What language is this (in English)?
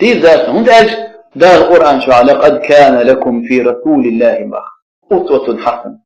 Chechen